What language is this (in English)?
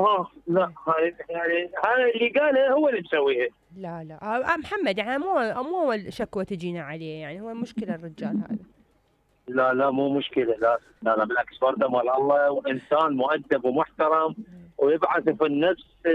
Mesopotamian Arabic